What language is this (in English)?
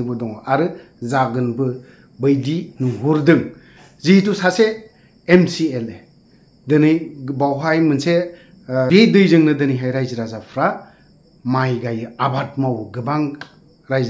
Bodo